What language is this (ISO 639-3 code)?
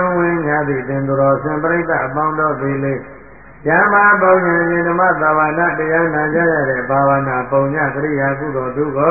mya